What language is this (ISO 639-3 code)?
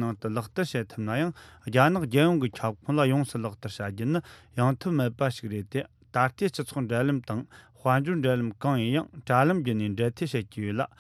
bod